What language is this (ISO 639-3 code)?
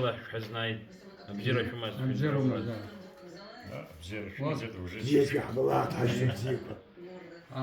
abk